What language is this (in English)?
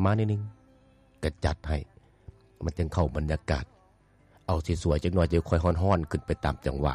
Lao